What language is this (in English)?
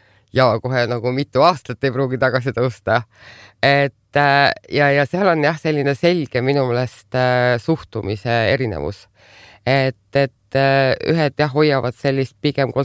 Estonian